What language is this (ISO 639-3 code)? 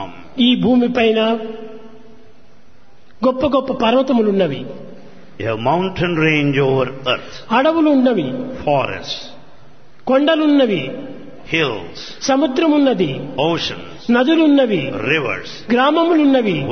tel